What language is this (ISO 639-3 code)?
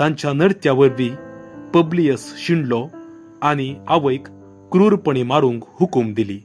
kok